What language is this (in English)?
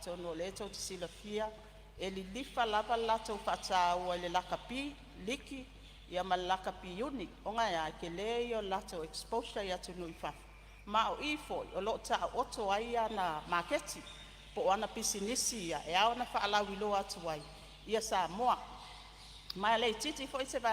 Samoan